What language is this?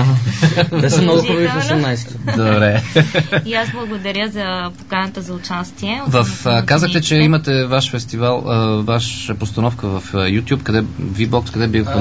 Bulgarian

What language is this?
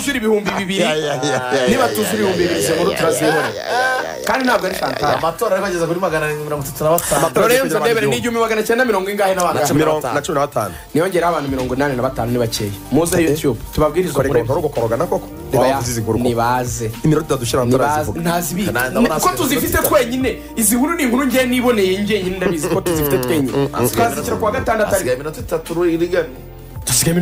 Kinyarwanda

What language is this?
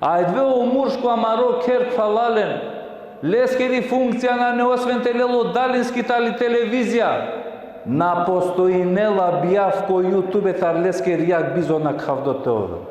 Balkan Romani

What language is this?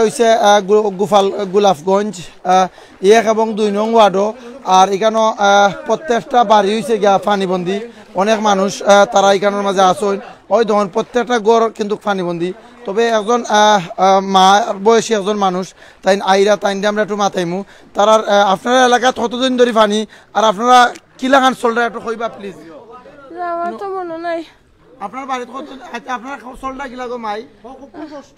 Sylheti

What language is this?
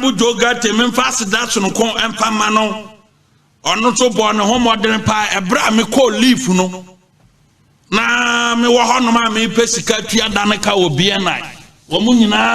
Akan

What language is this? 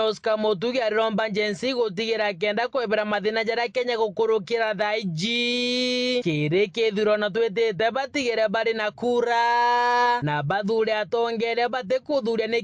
Meru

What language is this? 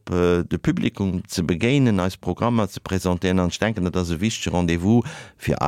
Luxembourgish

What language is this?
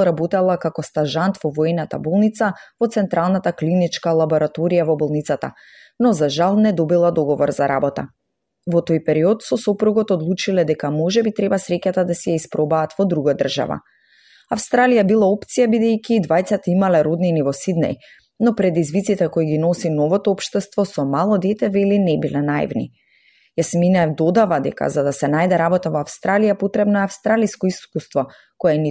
Macedonian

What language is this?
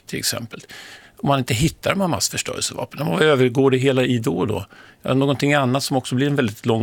Swedish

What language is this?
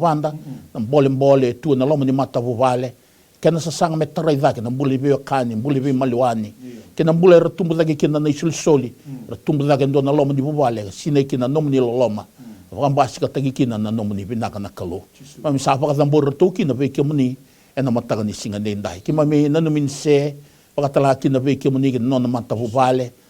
Fijian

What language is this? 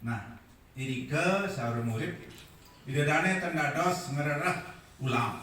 Balinese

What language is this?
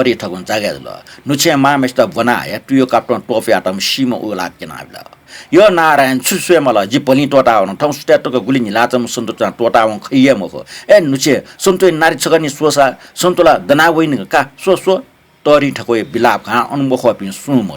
Newari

